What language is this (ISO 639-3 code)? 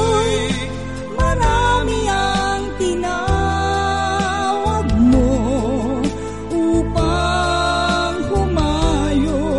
fil